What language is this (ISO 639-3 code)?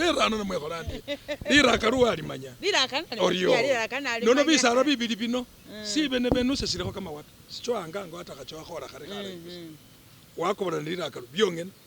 myx